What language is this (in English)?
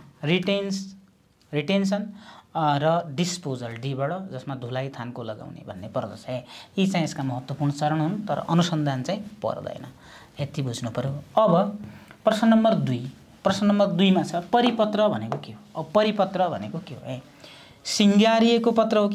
Nepali